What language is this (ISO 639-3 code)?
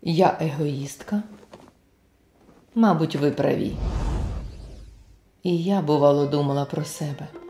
ukr